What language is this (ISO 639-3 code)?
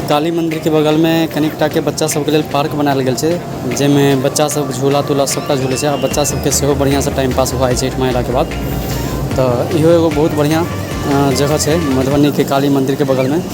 mai